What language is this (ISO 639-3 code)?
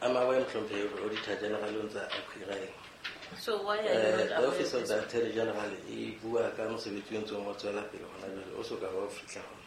sot